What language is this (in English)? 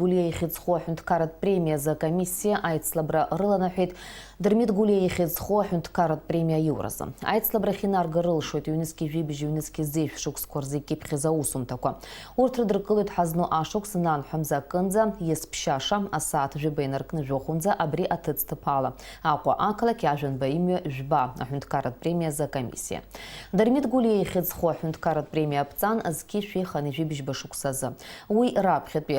Abkhazian